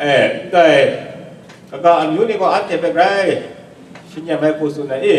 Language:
Kachin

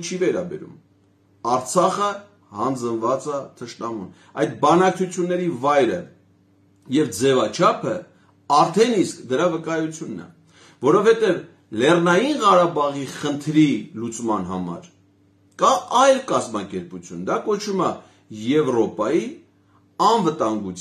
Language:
Armenian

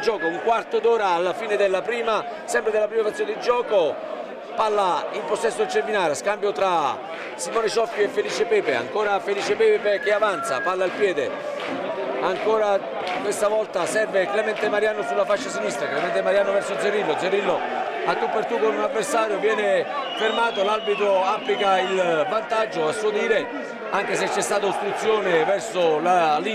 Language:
Italian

